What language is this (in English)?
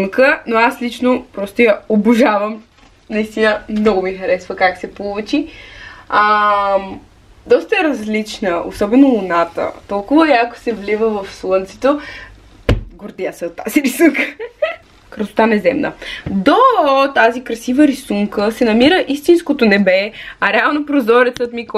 Bulgarian